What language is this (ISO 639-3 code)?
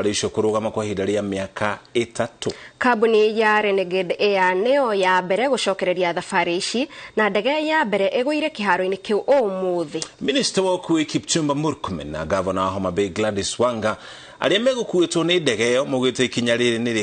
kik